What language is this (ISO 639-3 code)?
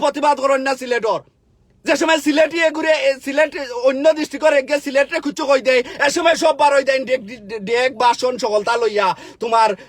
syl